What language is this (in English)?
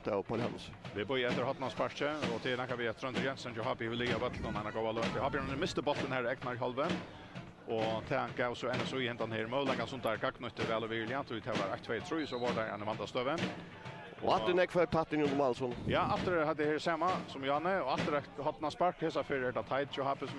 Faroese